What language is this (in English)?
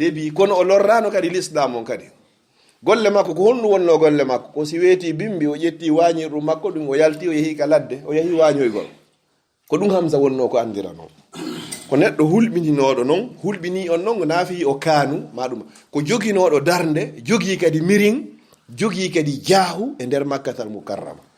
Fula